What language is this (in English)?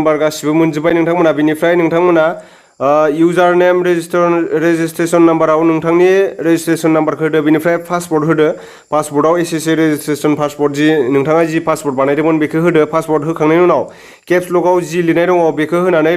Bodo